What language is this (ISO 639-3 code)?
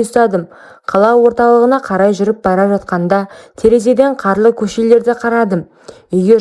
kaz